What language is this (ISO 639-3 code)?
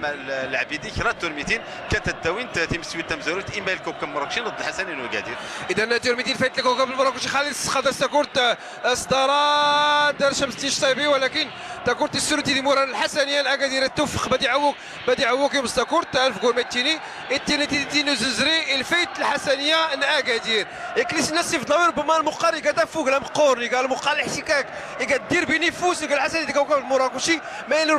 ary